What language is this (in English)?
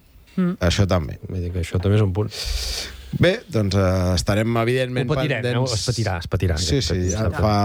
Catalan